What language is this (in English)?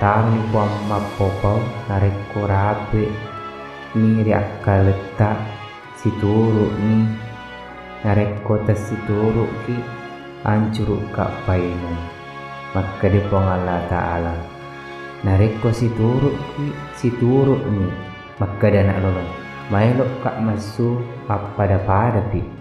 Buginese